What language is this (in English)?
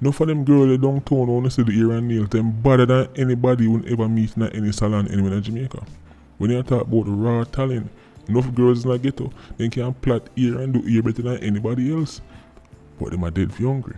Jamaican Creole English